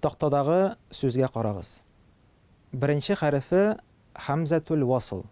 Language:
Tatar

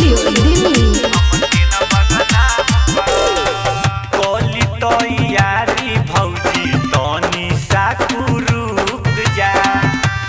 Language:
Bhojpuri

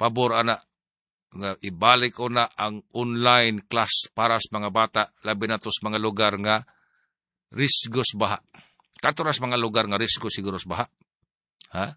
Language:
Cebuano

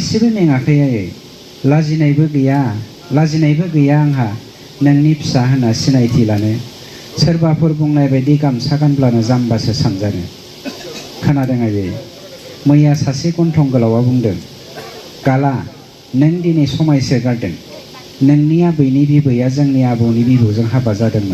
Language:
Bodo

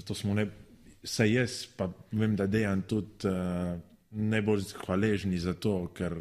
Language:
Slovenian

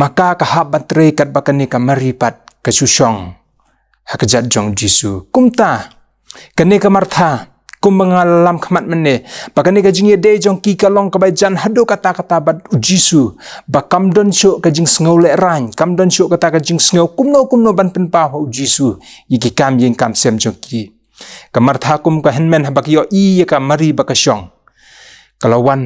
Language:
Khasi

